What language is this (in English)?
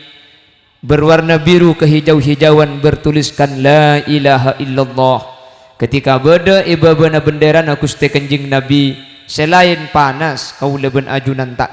Madurese